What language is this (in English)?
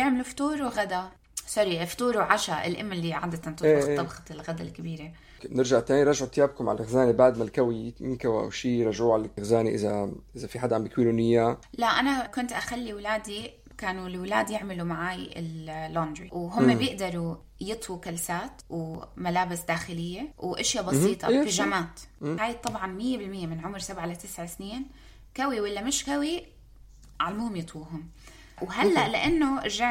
North Levantine Arabic